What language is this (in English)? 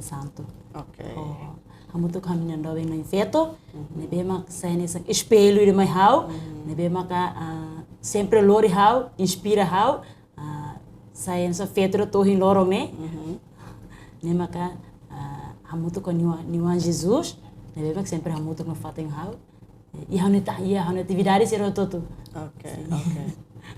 Tetum